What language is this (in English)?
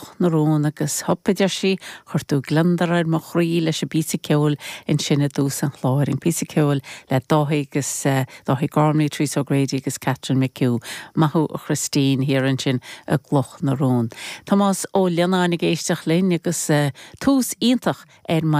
Irish